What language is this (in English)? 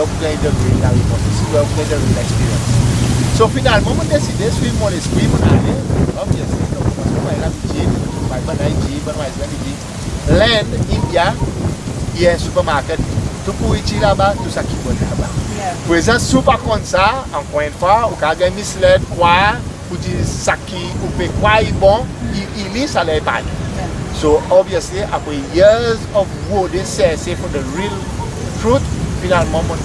Seselwa Creole French